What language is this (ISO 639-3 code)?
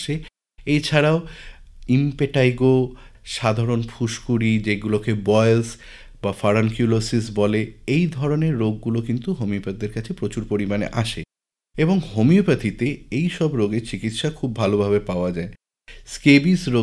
ben